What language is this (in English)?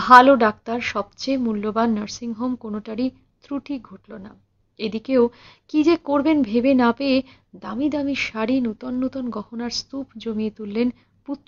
Bangla